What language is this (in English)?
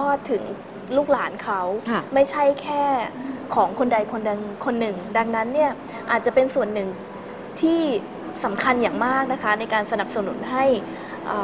Thai